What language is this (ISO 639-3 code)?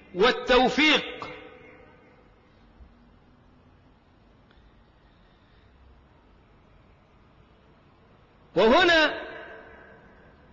ara